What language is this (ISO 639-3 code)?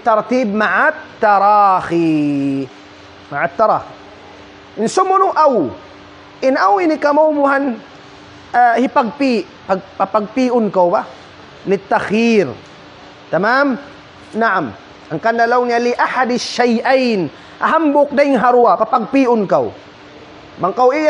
tsg